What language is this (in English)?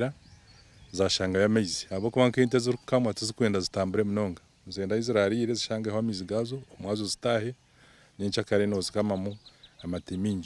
Nyankole